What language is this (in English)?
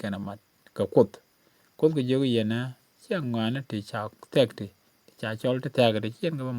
Nuer